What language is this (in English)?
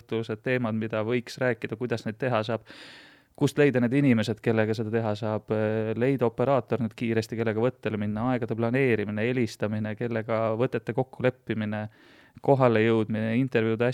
Estonian